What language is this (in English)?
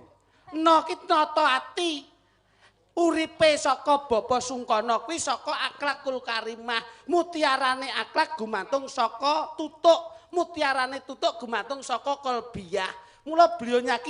Javanese